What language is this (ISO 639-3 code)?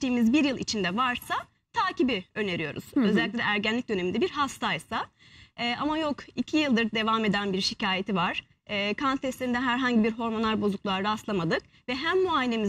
tur